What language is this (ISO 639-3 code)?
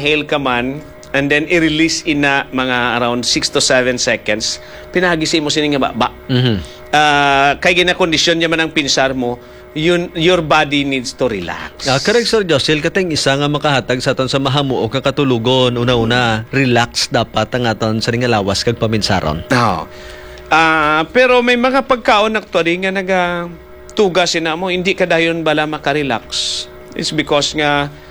hil